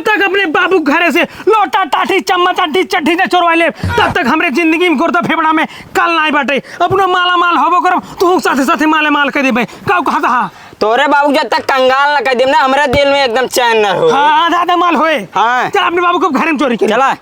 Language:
Awadhi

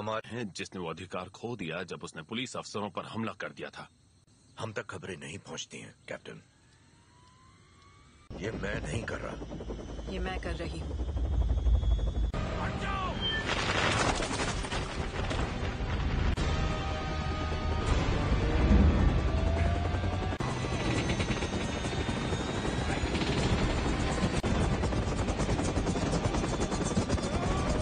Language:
Hindi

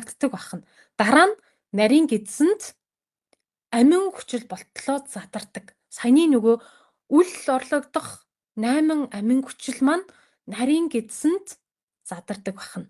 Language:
Mongolian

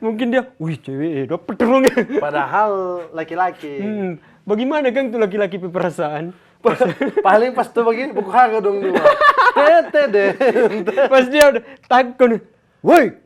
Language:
Manado Malay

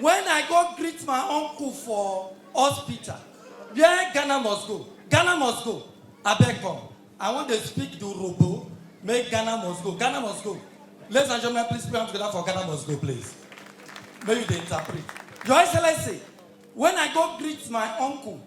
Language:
Nigerian Pidgin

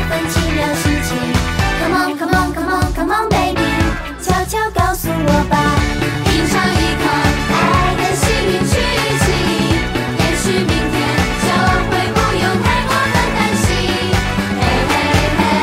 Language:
Chinese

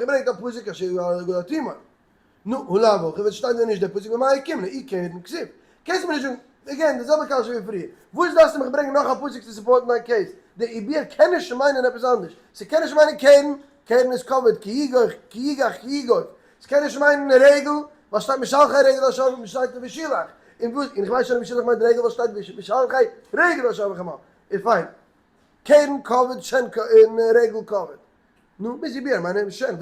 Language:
Yiddish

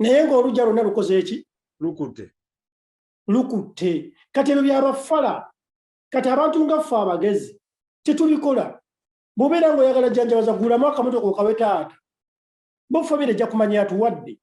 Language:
Ganda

